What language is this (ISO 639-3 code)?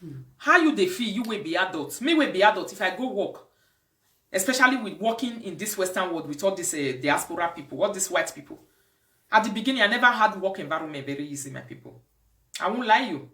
pcm